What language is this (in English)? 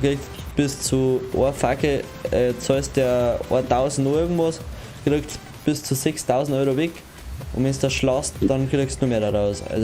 Bavarian